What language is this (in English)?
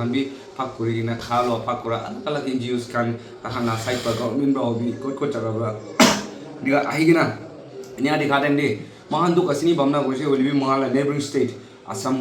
Naga Pidgin